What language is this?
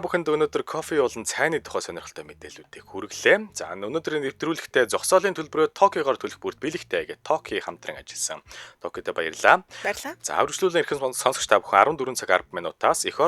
Mongolian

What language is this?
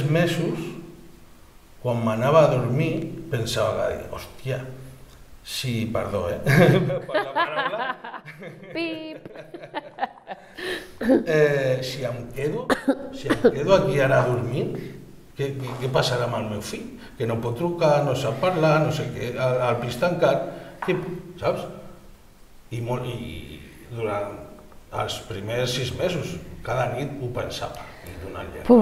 Catalan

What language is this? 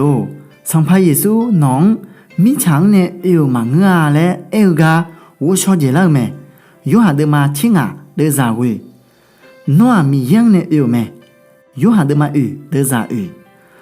Akha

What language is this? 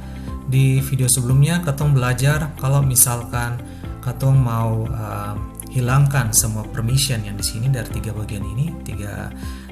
Ambonese Malay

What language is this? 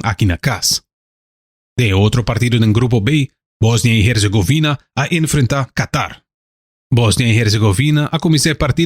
Papiamento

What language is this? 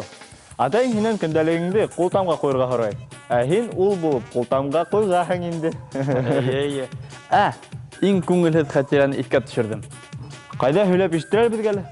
Bashkir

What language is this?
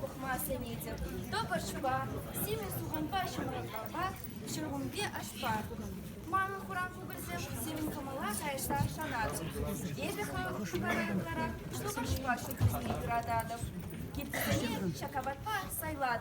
Chuvash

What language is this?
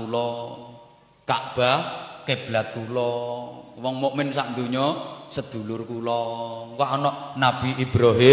Javanese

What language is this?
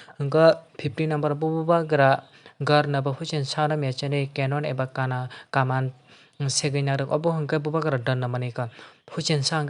Kok Borok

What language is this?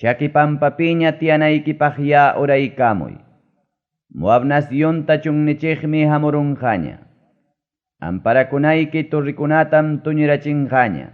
Ayacucho Quechua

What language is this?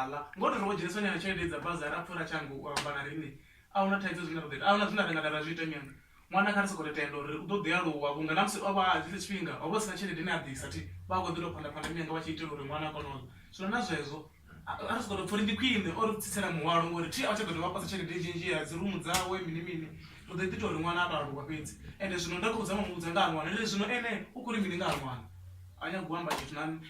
Venda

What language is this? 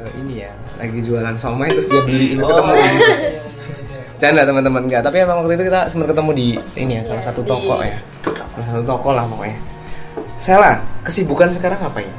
Indonesian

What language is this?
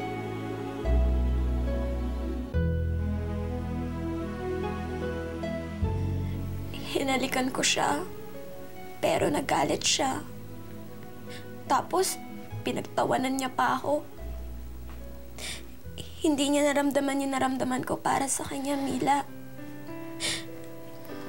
Filipino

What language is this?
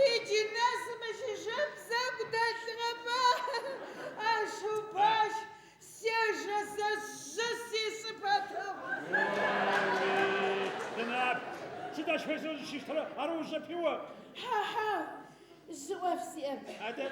Adyghe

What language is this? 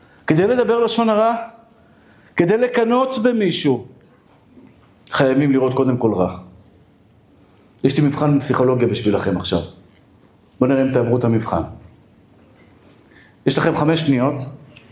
Hebrew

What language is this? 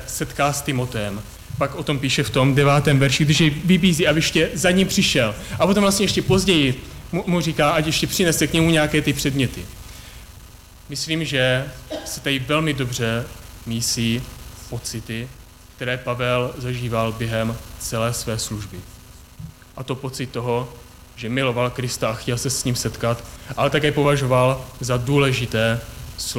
Czech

